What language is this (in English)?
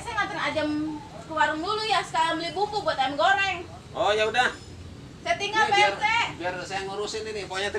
Betawi